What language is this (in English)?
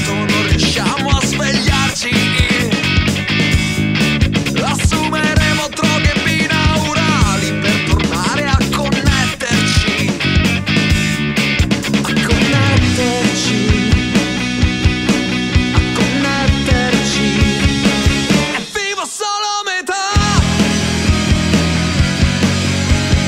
Italian